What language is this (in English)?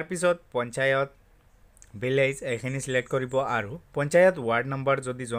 Assamese